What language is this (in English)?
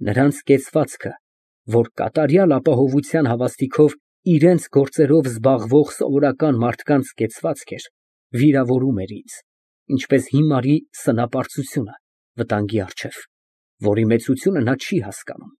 Armenian